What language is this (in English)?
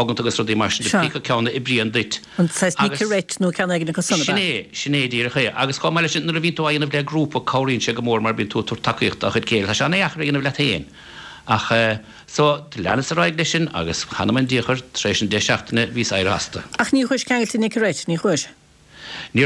Irish